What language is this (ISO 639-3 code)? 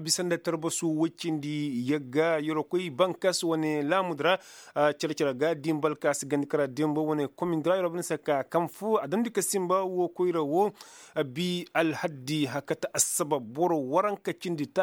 ses